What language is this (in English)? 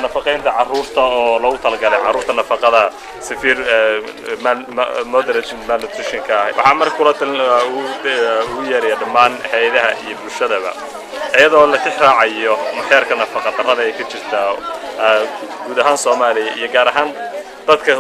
Somali